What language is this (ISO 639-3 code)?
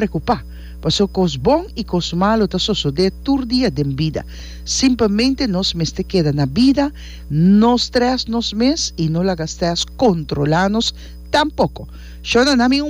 pap